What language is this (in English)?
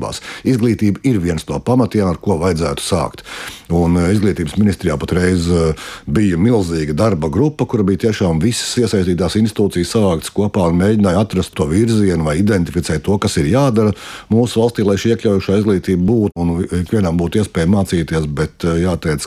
Latvian